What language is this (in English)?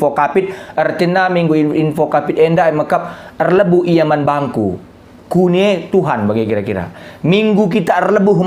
Batak Karo